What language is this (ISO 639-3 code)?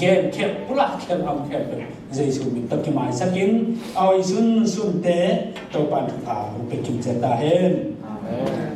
ctd